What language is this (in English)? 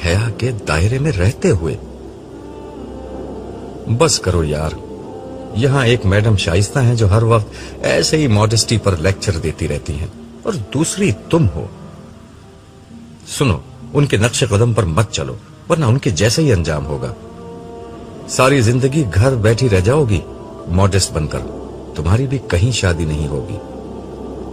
Urdu